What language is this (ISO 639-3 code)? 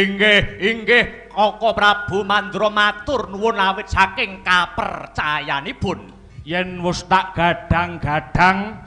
jav